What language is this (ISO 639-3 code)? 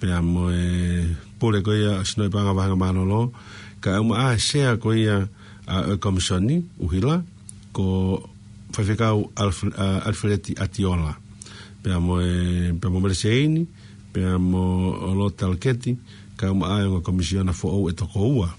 ton